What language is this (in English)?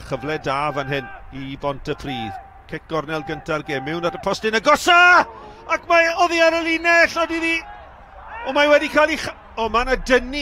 Welsh